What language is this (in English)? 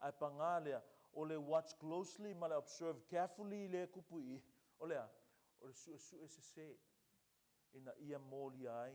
Samoan